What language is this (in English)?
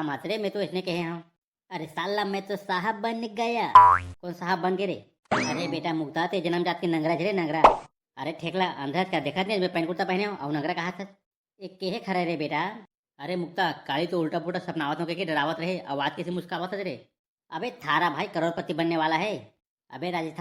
Chhattisgarhi